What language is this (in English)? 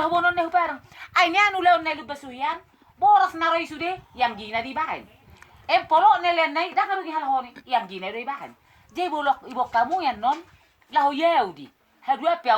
Batak Toba